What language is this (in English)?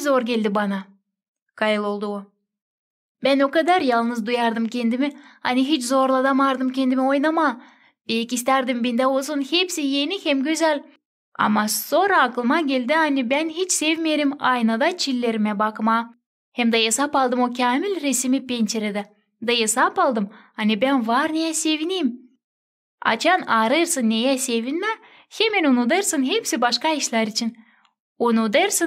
Gagauz